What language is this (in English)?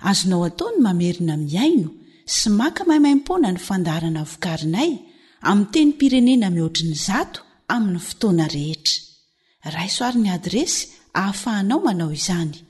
Malagasy